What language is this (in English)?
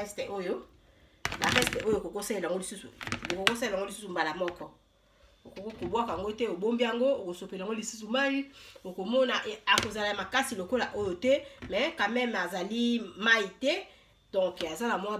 Lingala